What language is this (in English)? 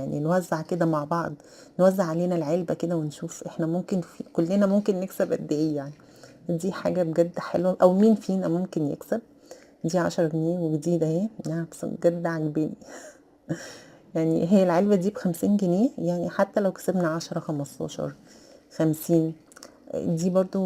Egyptian Arabic